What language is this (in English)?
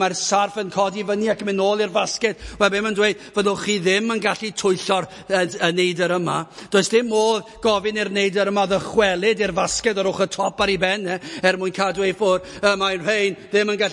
Welsh